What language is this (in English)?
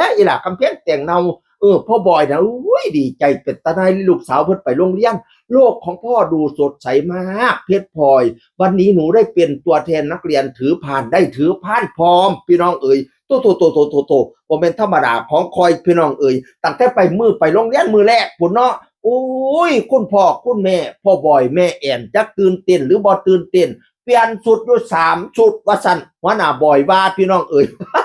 Northeastern Thai